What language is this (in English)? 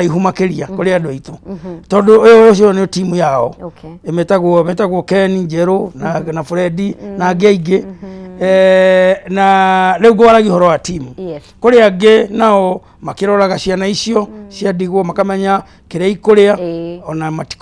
Kikuyu